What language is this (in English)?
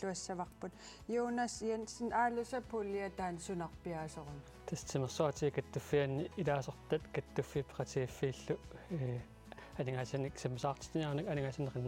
Kalaallisut